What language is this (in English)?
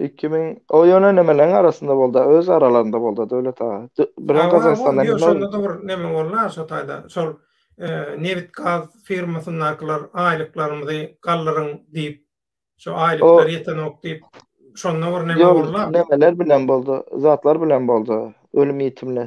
Turkmen